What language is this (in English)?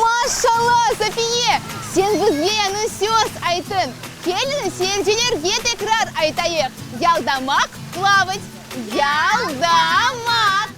Crimean Tatar